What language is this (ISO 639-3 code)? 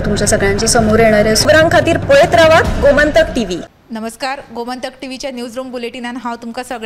kok